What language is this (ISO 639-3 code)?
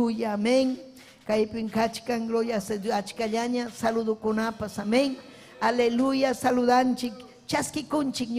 quy